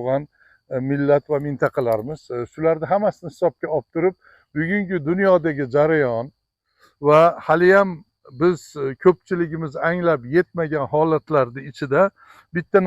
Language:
Uzbek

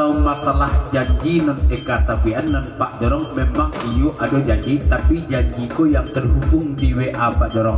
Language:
Minangkabau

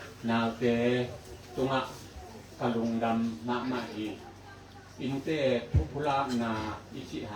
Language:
Tedim Chin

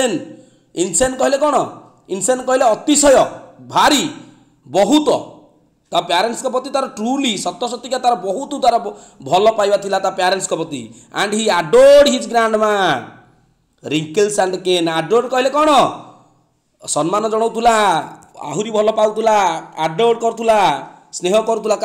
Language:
Odia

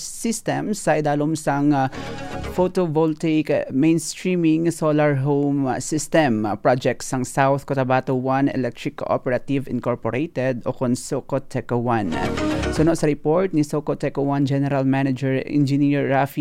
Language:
Hiligaynon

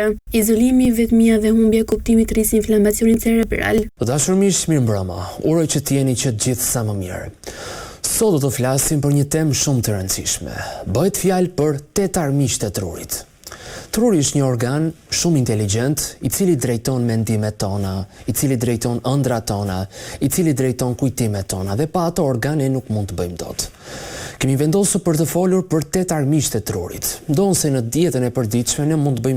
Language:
Albanian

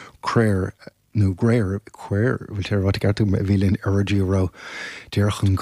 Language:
Irish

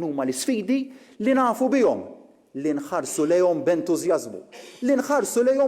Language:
Maltese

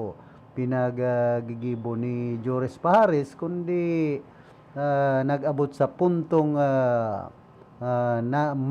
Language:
Bikol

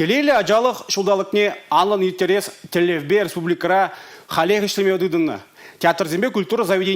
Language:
Chuvash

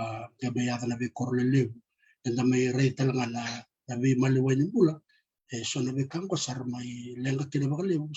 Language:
Fijian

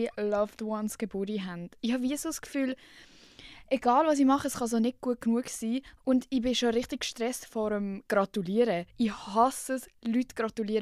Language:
Swiss German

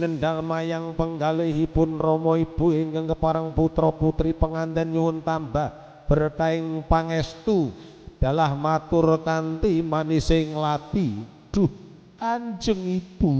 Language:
Javanese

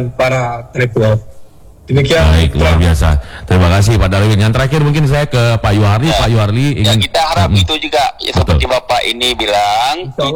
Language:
Indonesian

